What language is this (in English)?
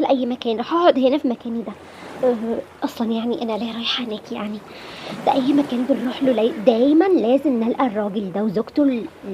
Egyptian Arabic